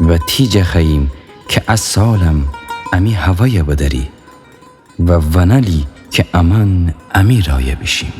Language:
Gilaki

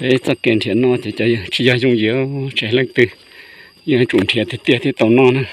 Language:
Hmong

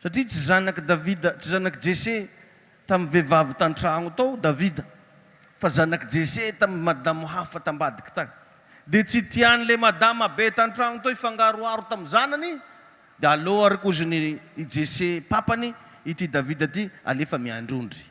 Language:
Malagasy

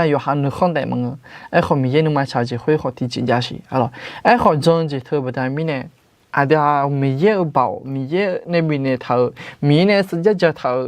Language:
Akha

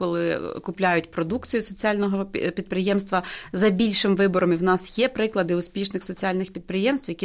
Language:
Ukrainian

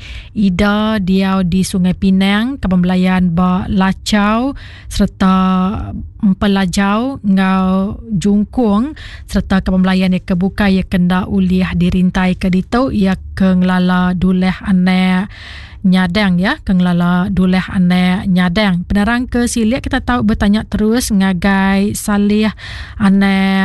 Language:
Iban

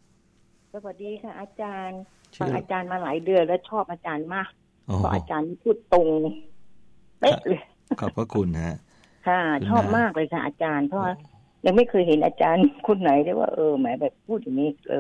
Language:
Thai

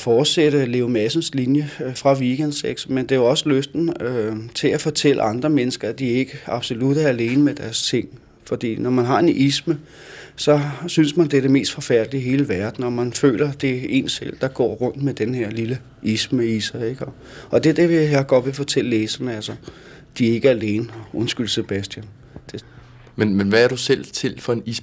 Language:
Danish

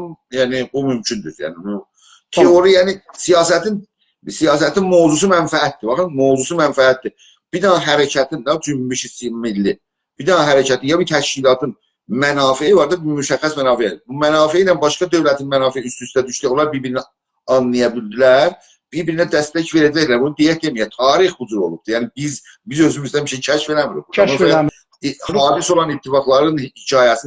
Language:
South Azerbaijani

